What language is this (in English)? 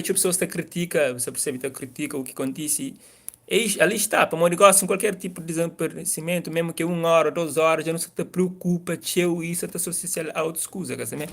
Kabuverdianu